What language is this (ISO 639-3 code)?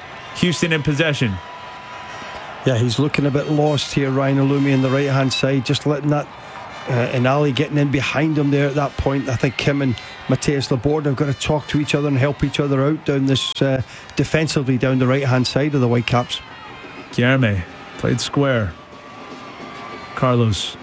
eng